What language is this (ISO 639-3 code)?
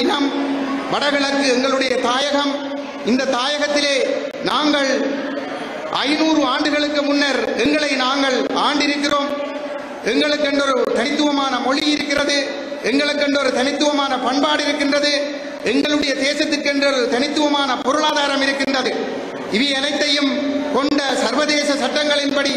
tam